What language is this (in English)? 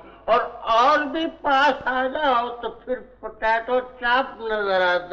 Hindi